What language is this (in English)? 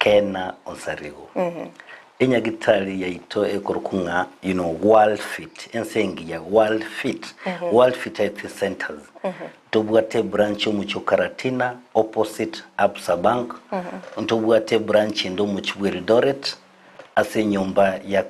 Gusii